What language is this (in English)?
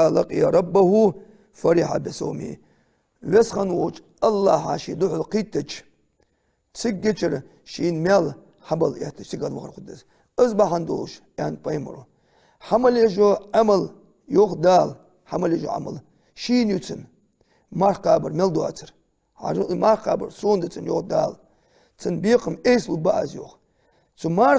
Ingush